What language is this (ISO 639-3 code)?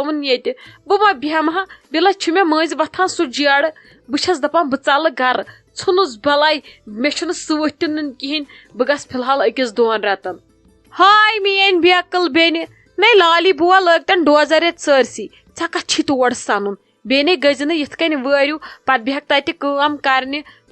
kas